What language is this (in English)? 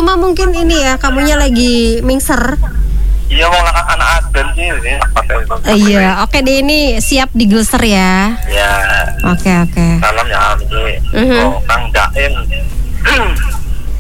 Indonesian